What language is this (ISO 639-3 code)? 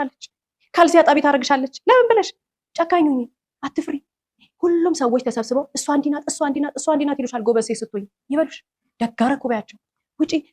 amh